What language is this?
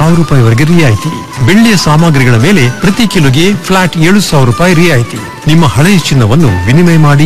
Kannada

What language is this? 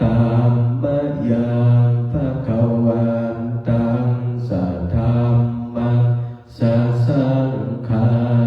Pali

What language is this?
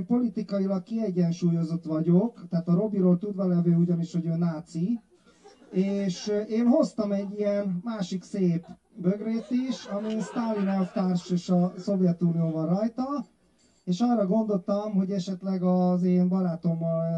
Hungarian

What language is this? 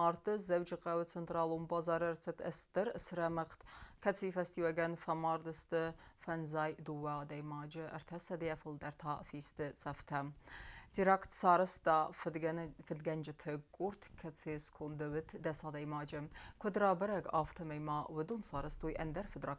Ossetic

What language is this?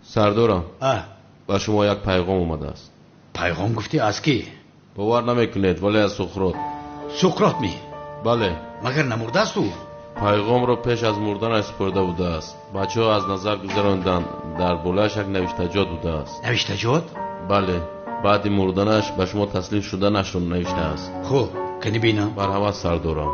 Tajik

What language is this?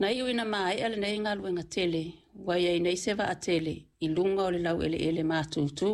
Samoan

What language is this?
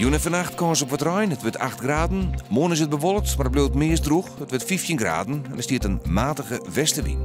Western Frisian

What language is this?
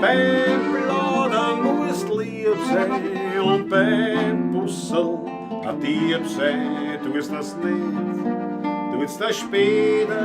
Bavarian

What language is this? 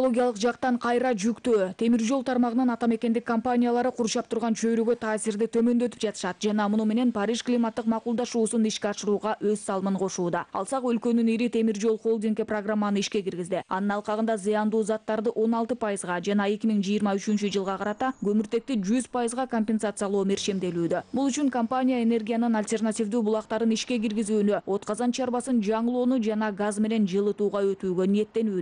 Kyrgyz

